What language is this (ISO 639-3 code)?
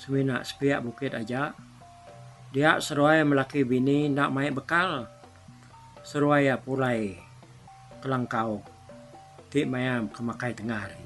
iba